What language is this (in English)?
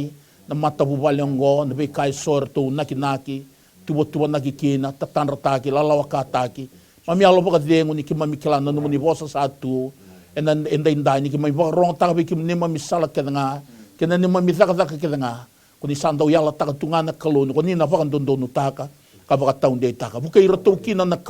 Fijian